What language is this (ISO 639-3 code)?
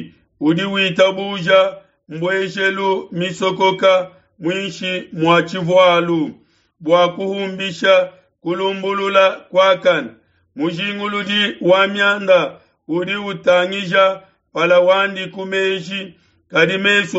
lua